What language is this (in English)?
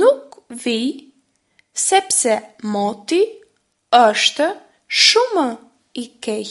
Albanian